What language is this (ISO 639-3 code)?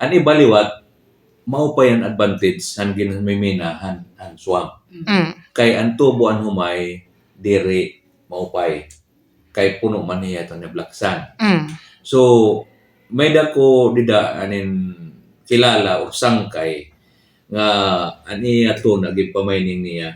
war